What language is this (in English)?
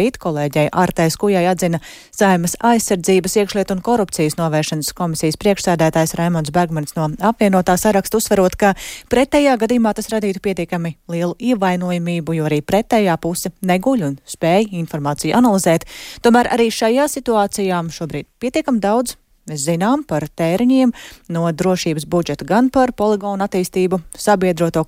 Latvian